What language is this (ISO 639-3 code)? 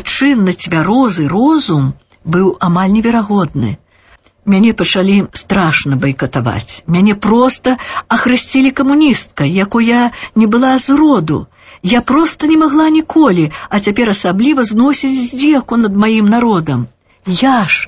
bel